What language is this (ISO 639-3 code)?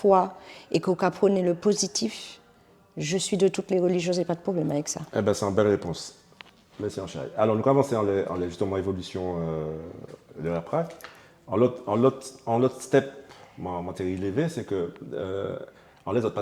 gcf